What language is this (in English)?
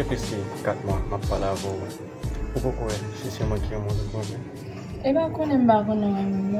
Haitian Creole